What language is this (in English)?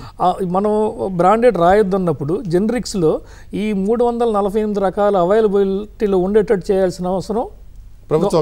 Telugu